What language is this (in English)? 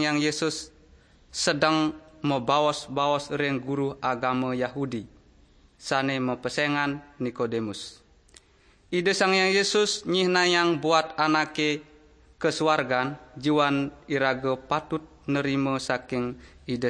Balinese